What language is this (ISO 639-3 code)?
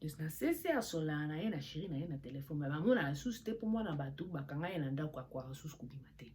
lin